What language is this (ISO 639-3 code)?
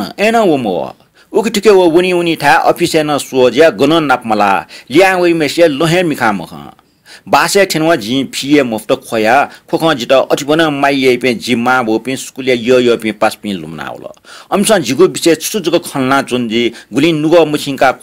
new